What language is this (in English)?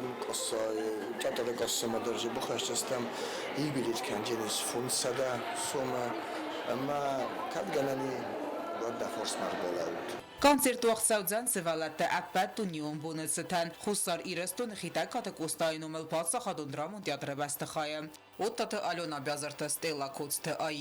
Ossetic